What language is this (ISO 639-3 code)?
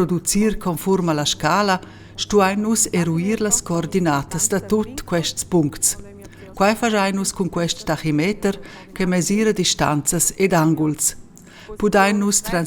roh